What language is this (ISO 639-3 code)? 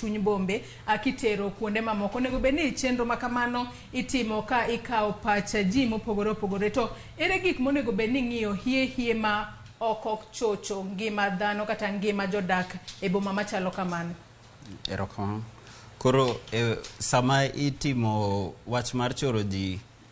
luo